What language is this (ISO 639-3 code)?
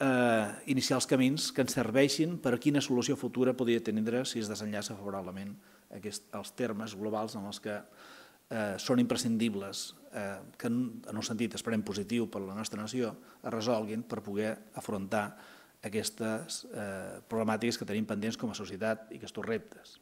cat